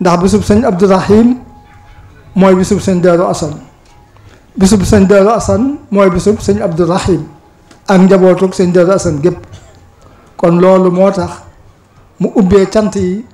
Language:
Wolof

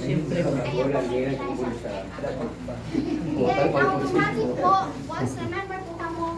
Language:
Bikol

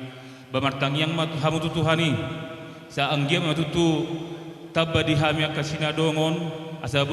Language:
Batak Toba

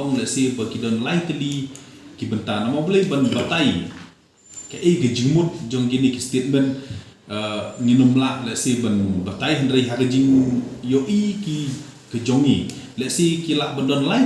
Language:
Khasi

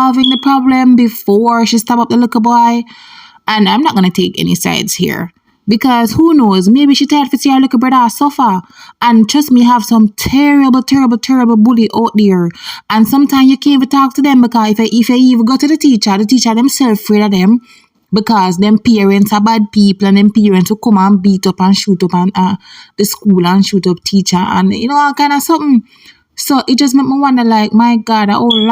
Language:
Jamaican Creole English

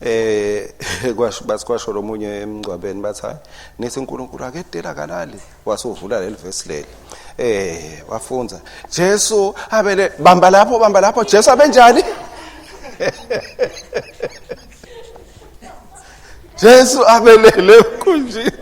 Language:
Swati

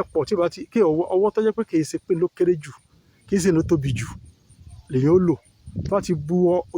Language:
Yoruba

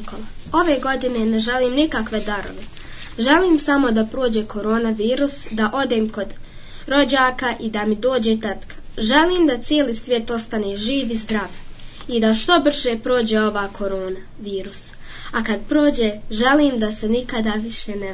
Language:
Serbian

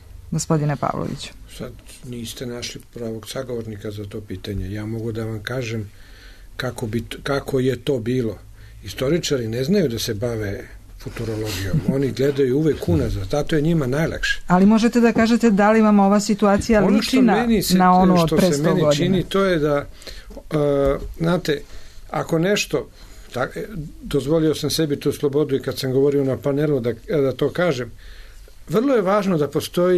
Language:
Serbian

